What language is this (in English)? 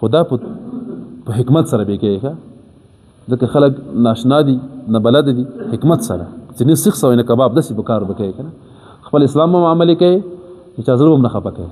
Pashto